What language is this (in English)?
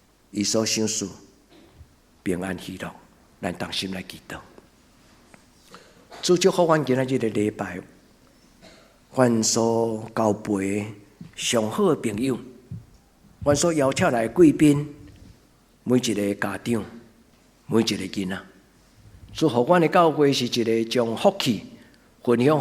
Min Nan Chinese